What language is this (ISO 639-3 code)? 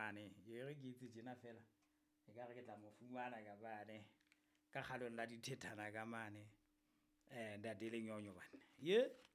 sot